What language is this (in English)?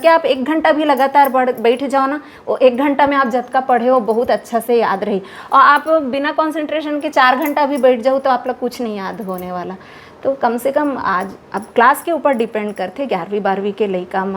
Chhattisgarhi